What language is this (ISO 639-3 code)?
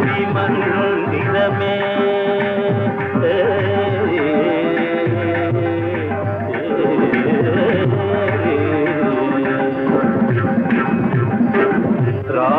tel